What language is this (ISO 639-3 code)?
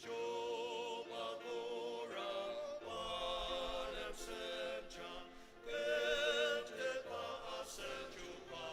njo